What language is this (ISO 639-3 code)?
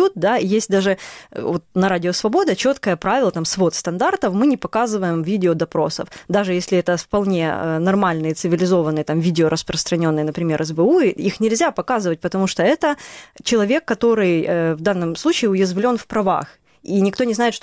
rus